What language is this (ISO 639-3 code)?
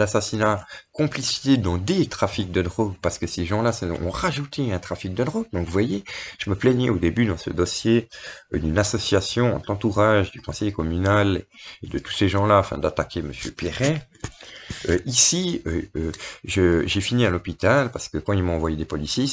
fra